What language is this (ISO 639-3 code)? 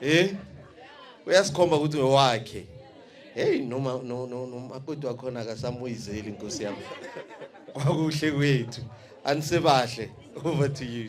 nso